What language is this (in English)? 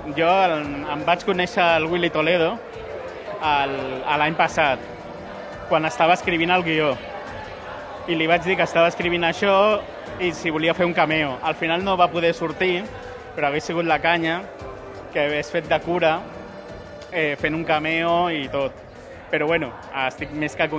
Catalan